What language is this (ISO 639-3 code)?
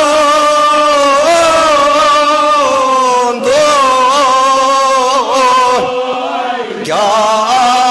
kas